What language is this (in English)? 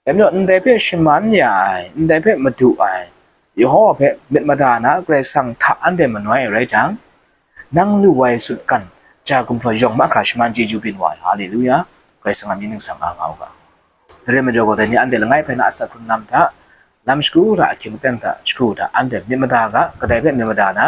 Kachin